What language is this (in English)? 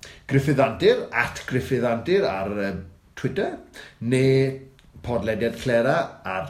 Welsh